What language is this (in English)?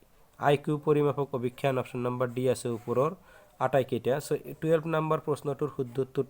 Assamese